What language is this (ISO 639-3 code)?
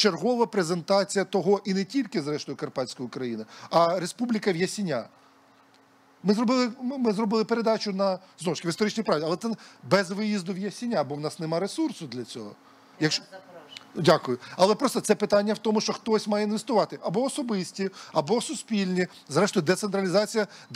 ukr